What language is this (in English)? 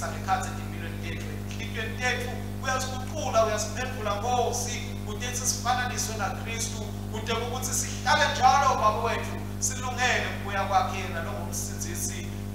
Swati